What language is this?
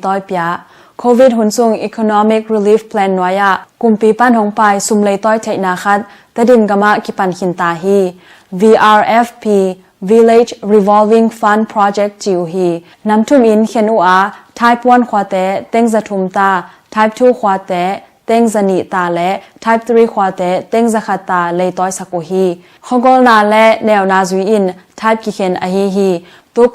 Tedim Chin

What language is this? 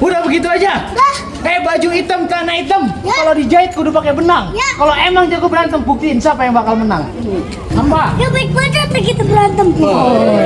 Betawi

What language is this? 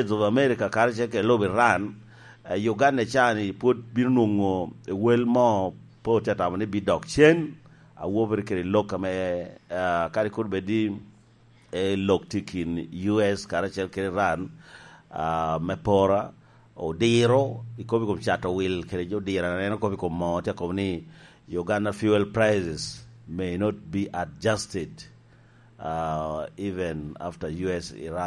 Lango (Uganda)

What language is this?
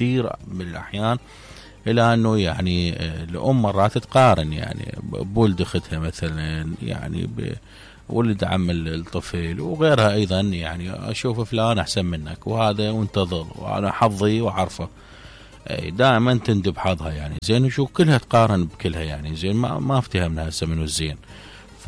Mesopotamian Arabic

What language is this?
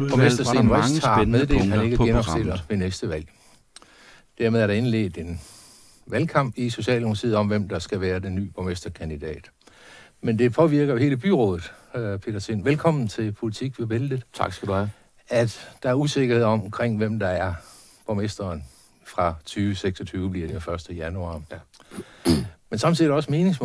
Danish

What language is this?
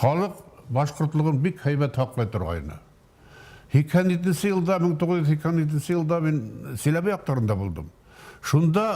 Bashkir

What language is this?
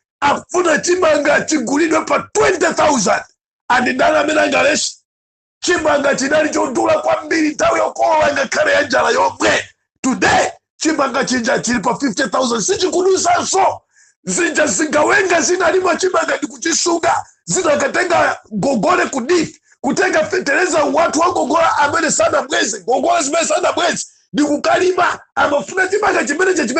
Nyanja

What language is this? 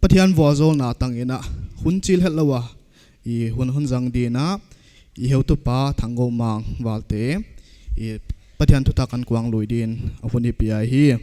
Paite Chin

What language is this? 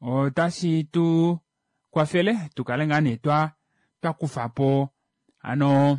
Kuanyama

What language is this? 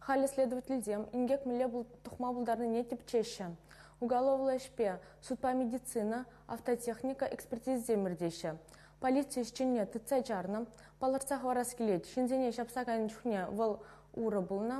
Chuvash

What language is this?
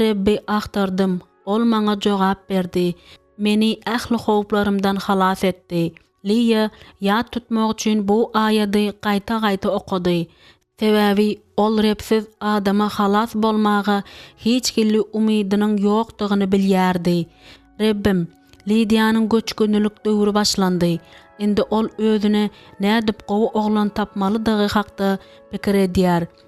Turkmen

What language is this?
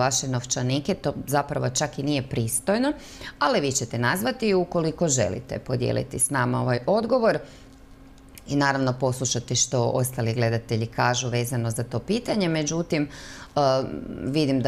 Croatian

